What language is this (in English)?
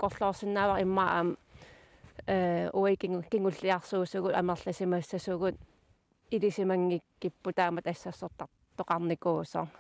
Kalaallisut